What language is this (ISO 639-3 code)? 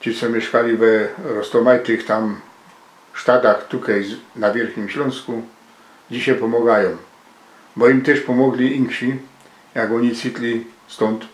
szl